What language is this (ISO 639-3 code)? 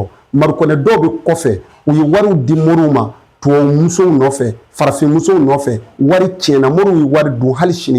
bam